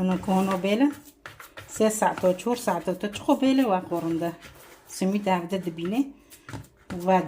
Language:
Kurdish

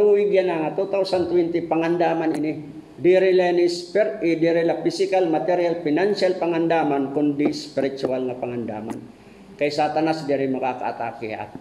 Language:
Waray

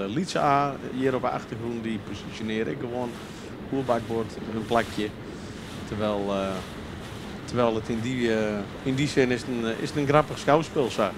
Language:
Western Frisian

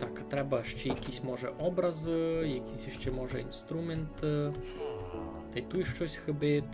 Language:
Rusyn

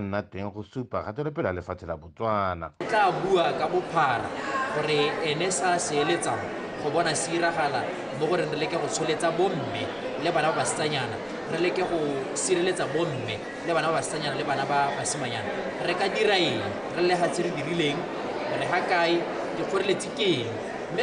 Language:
Tswana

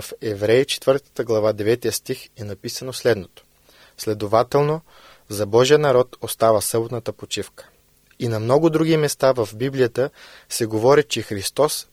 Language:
Bulgarian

